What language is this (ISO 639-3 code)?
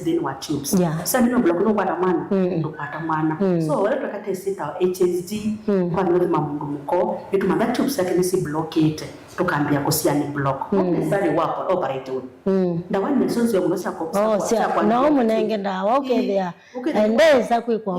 kam